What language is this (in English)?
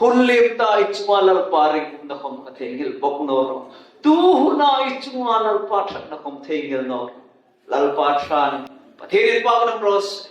Hmar